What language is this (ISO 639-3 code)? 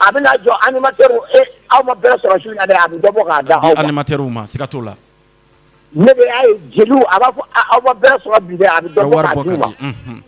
bam